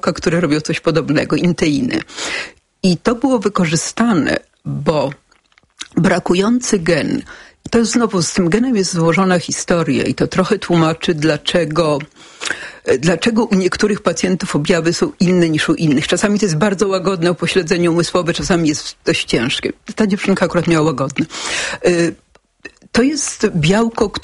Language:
Polish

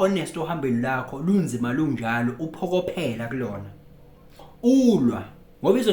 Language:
Zulu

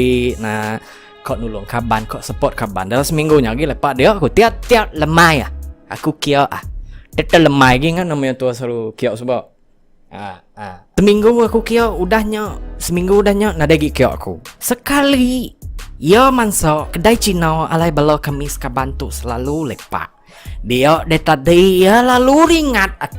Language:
Iban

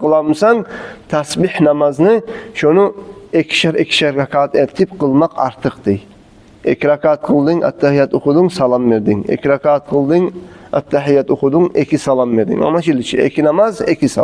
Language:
Kumyk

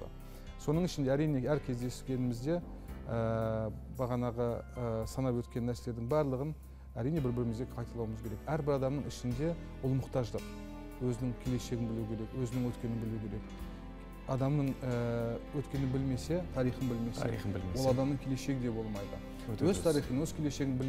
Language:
Kazakh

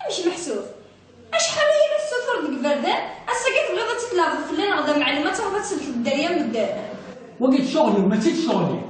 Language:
Kabyle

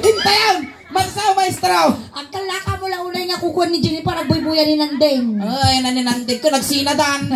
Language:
Iloko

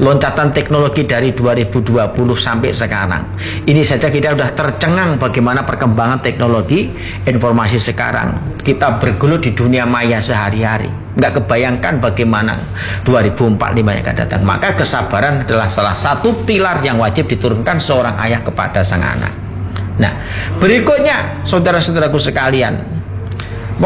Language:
Indonesian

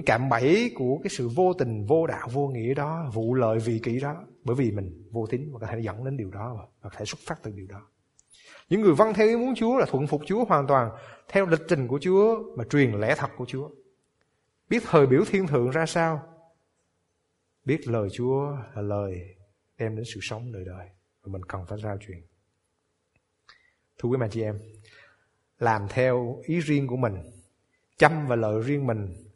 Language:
Vietnamese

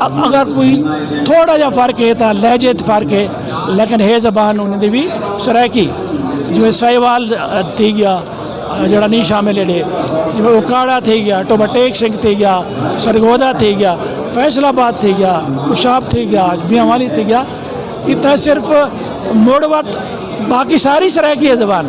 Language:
Saraiki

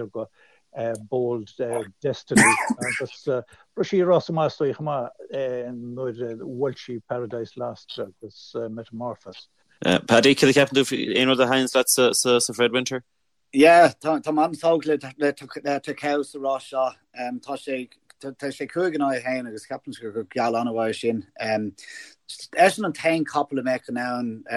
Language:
Irish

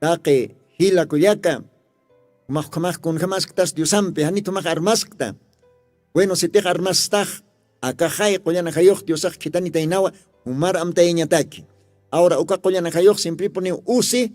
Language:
Aymara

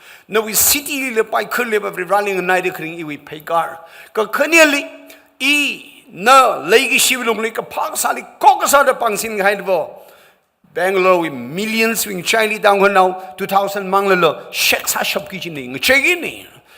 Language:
Tangkhul Naga (India)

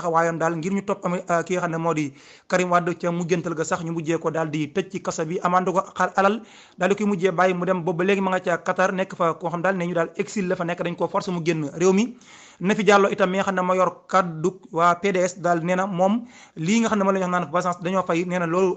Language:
Wolof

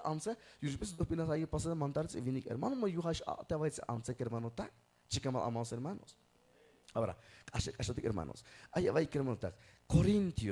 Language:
Tzeltal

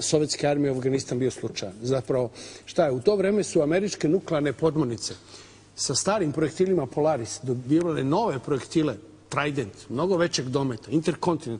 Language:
Serbian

